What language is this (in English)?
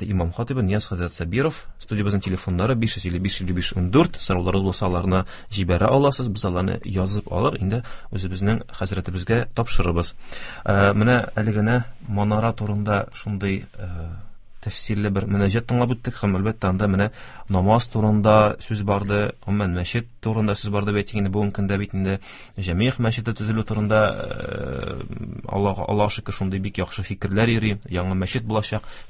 Tatar